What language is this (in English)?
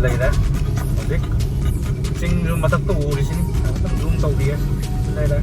Manipuri